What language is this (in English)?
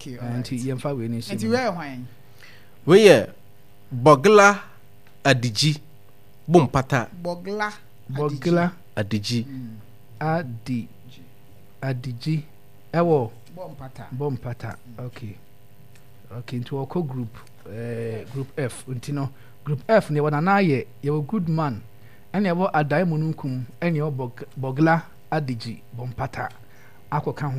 Akan